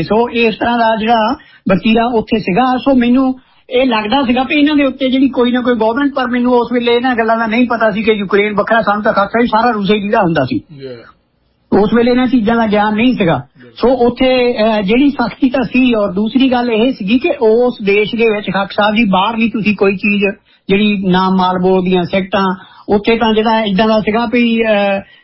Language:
Punjabi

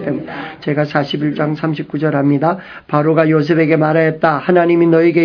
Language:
Korean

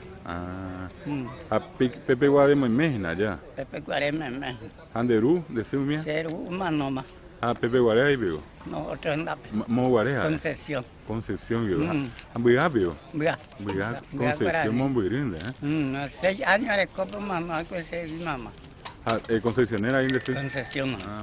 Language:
Guarani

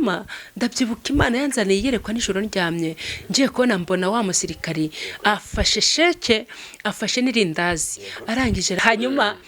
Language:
Kinyarwanda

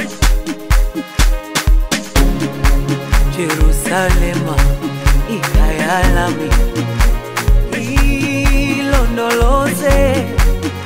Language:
Zulu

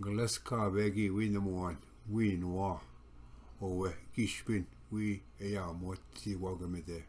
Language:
Ojibwa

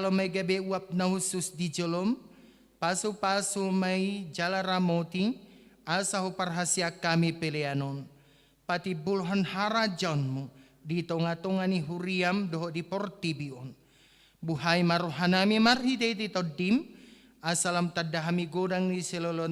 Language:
Batak Toba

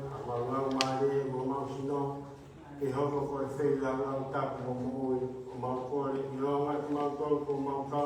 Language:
Tongan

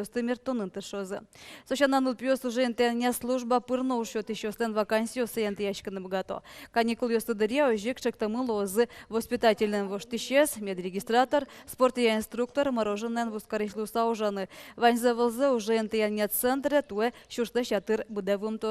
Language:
Udmurt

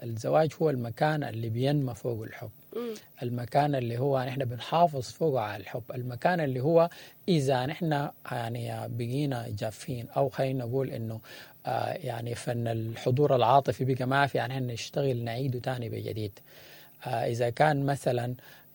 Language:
Sudanese Arabic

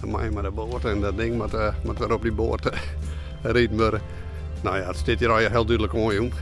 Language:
Western Frisian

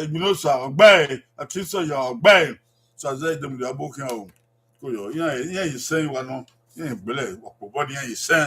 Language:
Bini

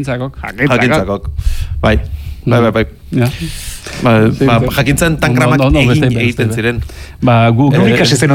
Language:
Basque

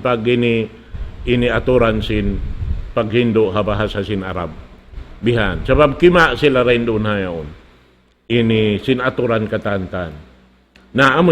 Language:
Tausug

